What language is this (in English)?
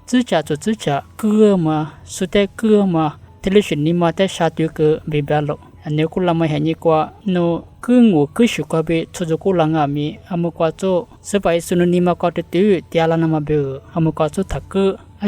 Lisu